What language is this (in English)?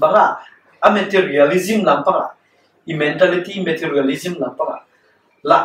Paite Chin